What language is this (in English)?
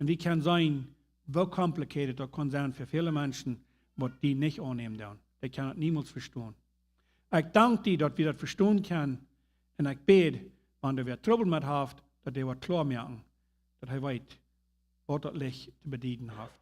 Plautdietsch